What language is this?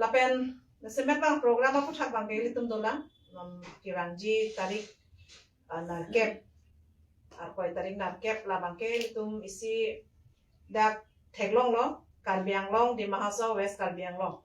Karbi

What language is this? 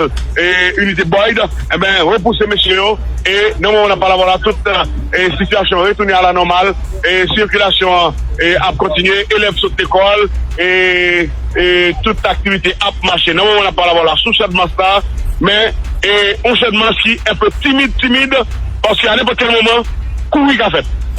Haitian Creole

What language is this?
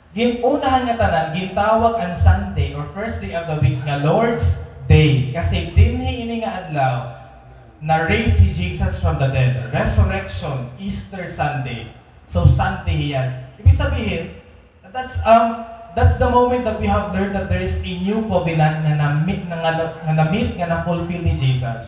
Waray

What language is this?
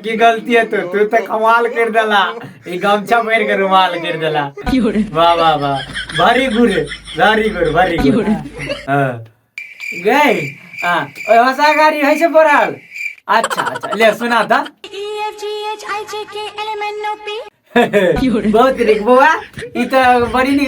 Maithili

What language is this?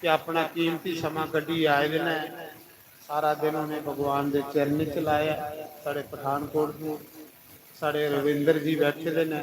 Dogri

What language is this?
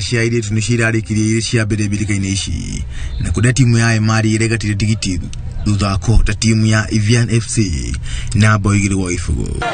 Kikuyu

